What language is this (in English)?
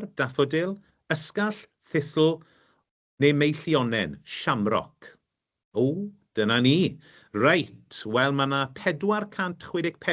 Welsh